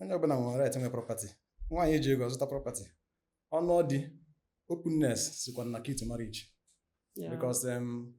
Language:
Igbo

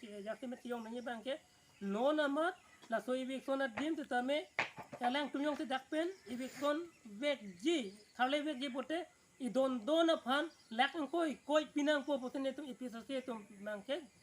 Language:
Karbi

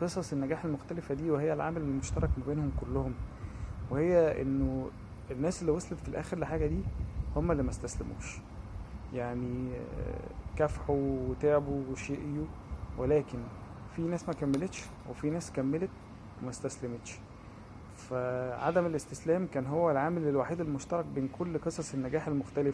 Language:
Egyptian Arabic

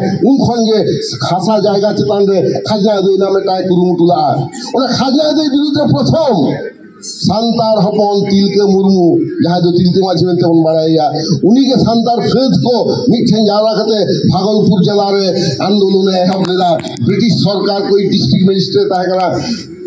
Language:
Santali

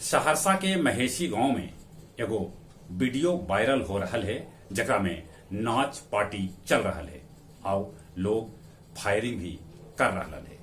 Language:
Magahi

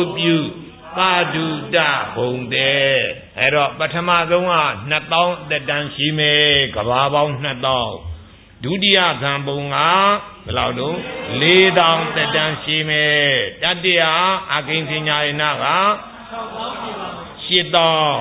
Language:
Burmese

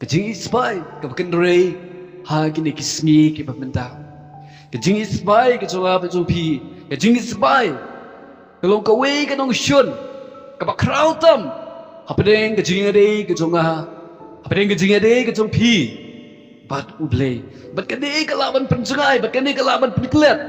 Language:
Khasi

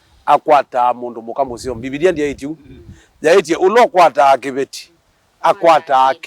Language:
Kamba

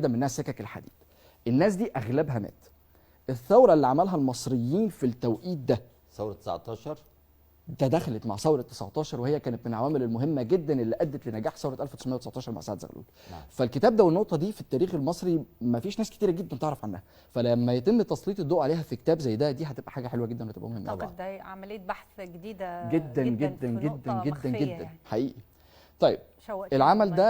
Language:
Egyptian Arabic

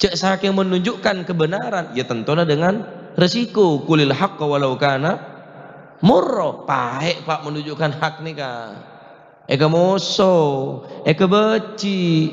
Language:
Madurese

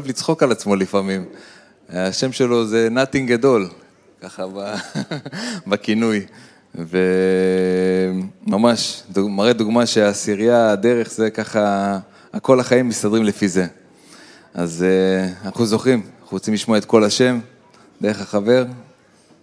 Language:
Hebrew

